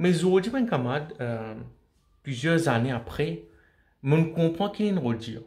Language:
Morisyen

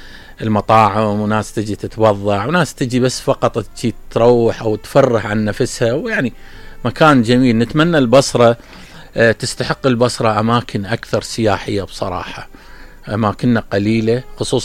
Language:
Mesopotamian Arabic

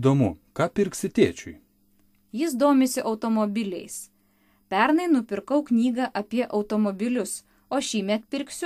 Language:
Lithuanian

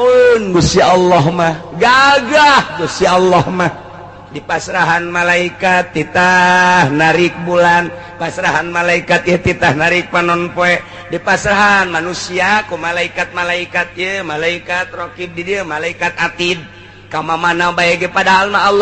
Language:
Sundanese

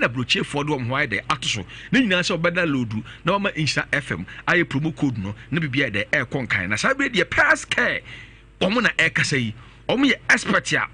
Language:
Akan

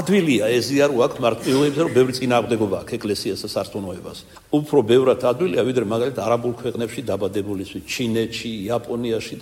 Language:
Georgian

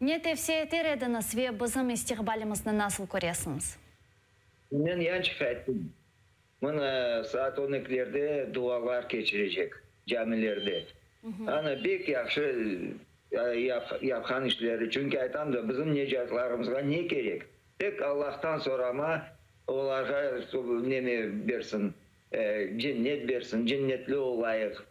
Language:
Crimean Tatar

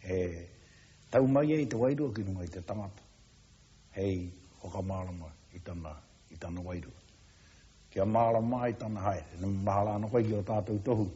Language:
Māori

